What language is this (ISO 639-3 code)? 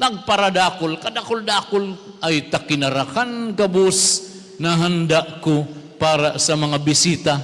bik